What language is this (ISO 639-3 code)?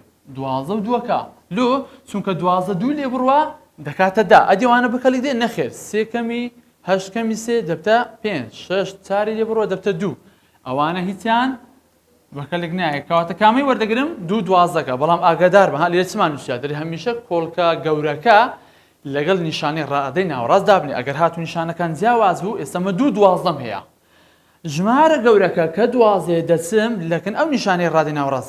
ckb